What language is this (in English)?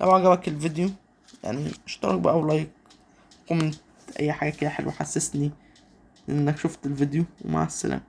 Egyptian Arabic